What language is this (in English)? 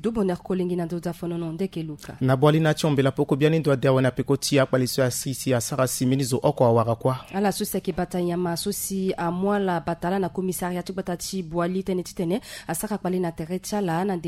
Sango